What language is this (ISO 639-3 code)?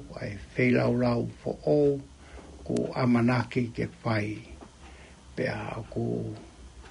ton